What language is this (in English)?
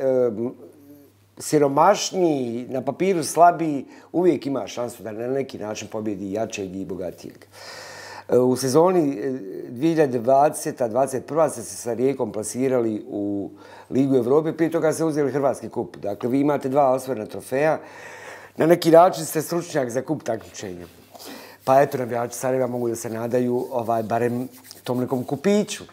Bosnian